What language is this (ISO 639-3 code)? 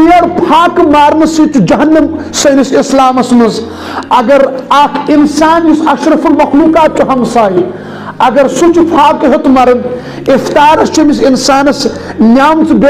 kas